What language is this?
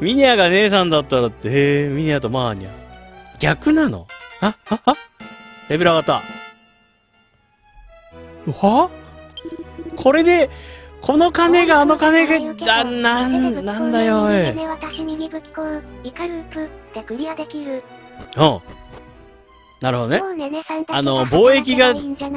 Japanese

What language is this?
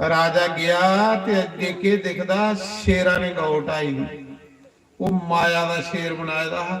Dogri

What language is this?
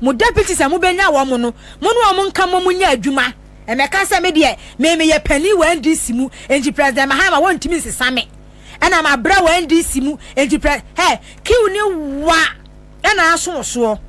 Akan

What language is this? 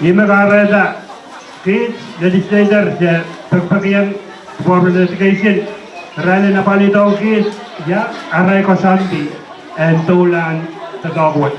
Pohnpeian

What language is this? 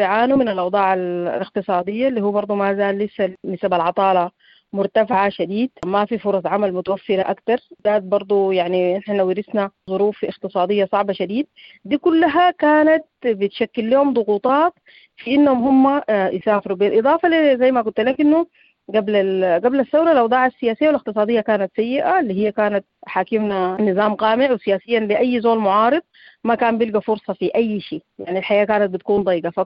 Sudanese Arabic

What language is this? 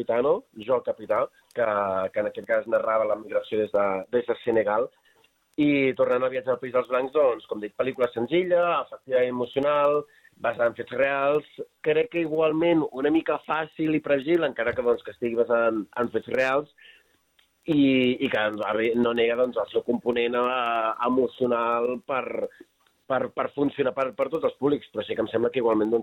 Catalan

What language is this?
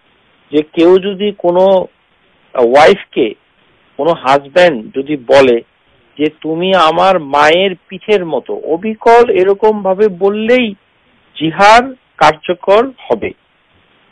Bangla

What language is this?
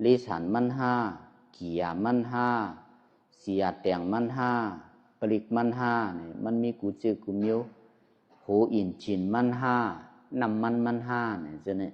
Shan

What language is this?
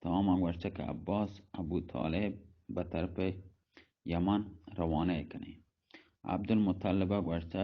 Baluchi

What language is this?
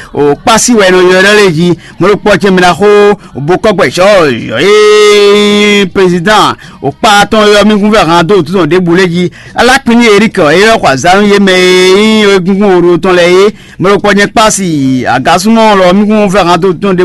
Fon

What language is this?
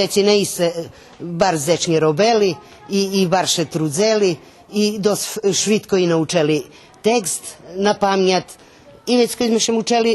Rusyn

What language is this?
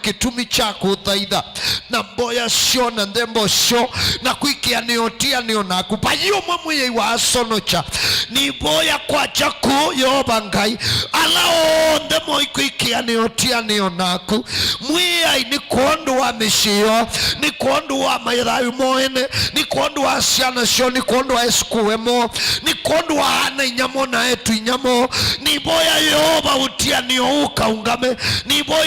Kamba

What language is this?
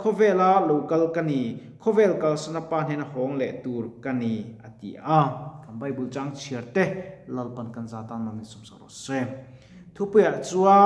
Mizo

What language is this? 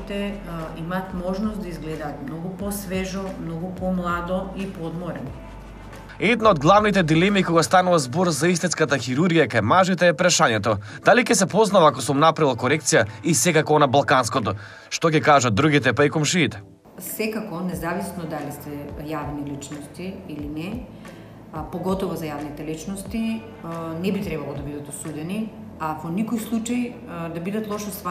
Macedonian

